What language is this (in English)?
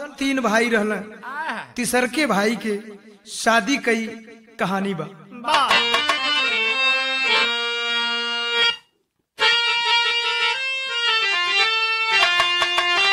Bhojpuri